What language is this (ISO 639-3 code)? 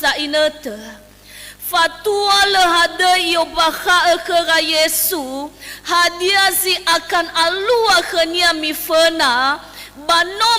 nia